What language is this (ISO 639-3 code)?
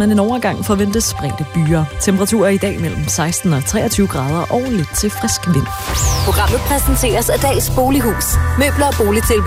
dan